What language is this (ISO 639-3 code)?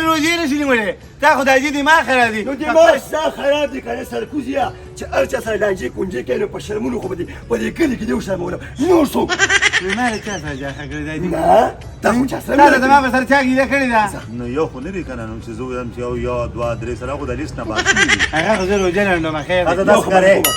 pus